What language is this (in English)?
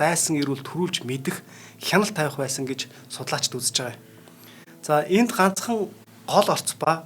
Mongolian